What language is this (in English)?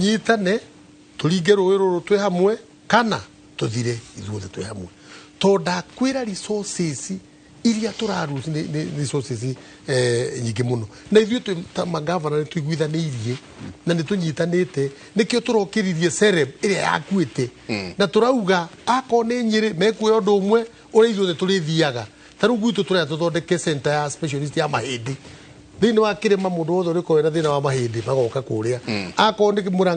Kikuyu